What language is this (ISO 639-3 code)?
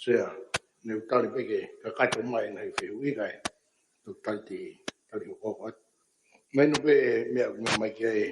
ton